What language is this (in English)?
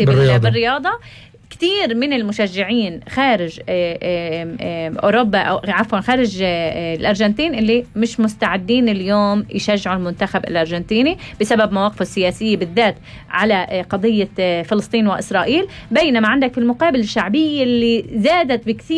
North Levantine Arabic